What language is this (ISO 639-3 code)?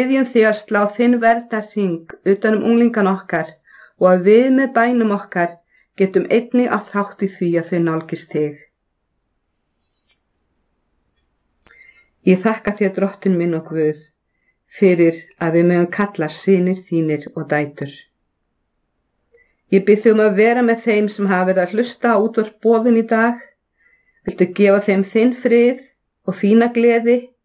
isl